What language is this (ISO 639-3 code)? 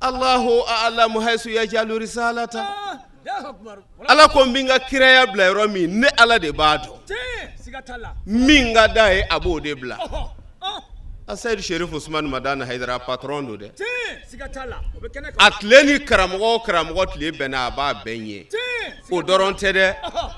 bam